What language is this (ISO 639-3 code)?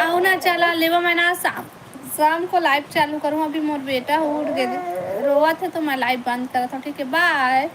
hne